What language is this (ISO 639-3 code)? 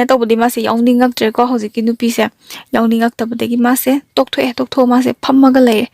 mni